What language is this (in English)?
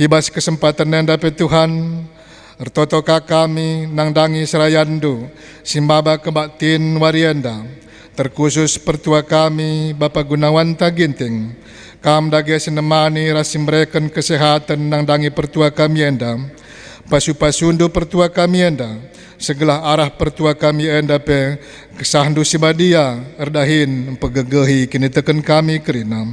Batak Karo